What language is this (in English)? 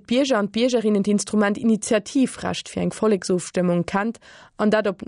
Luxembourgish